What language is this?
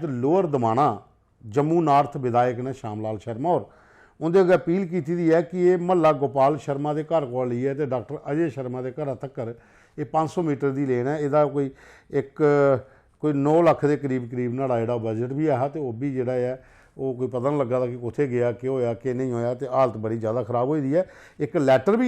Dogri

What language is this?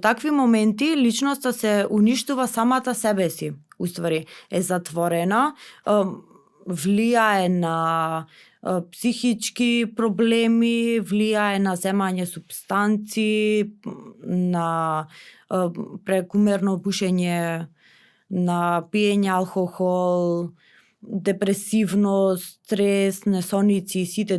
Macedonian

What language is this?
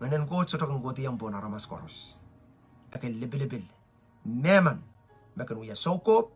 Pohnpeian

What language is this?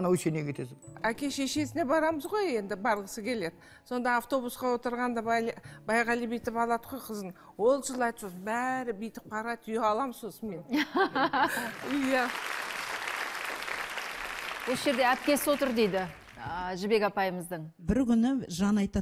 Kazakh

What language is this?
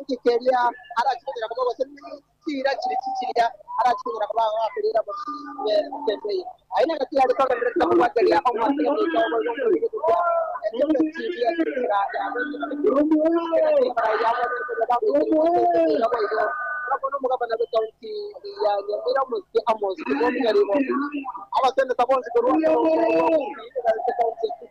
Gusii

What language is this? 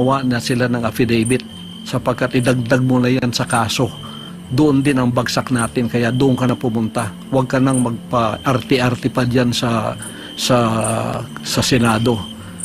Filipino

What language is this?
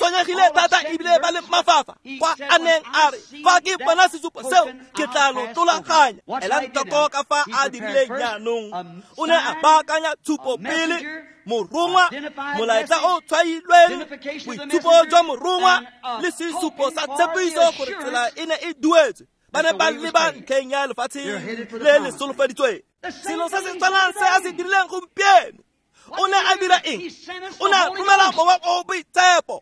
Tswana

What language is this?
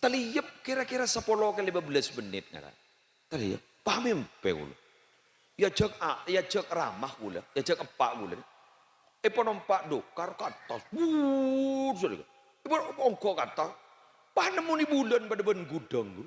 Madurese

